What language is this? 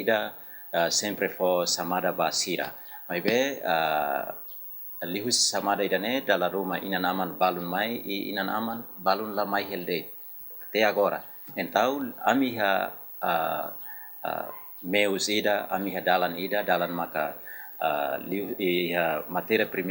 Tetum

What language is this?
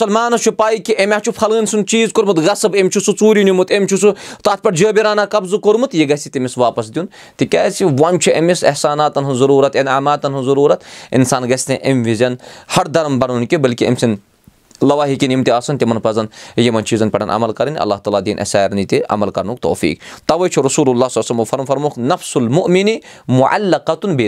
Kashmiri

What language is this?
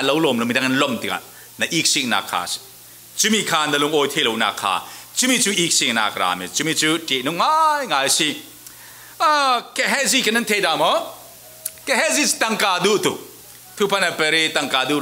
Falam Chin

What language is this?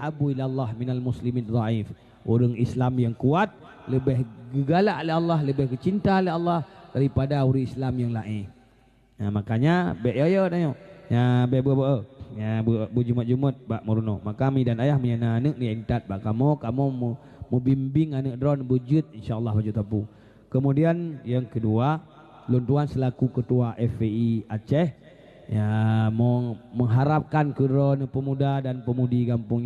Achinese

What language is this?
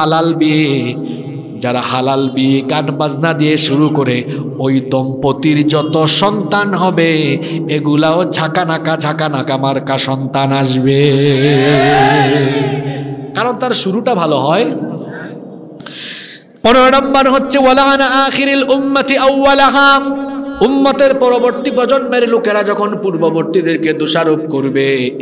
Bangla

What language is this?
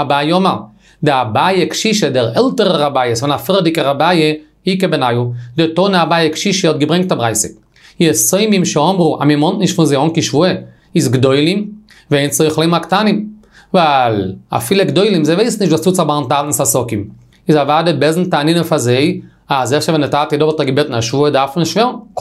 Yiddish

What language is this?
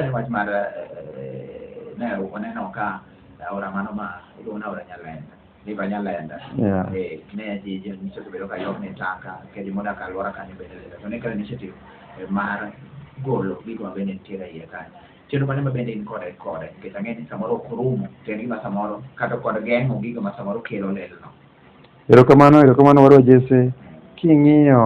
Luo (Kenya and Tanzania)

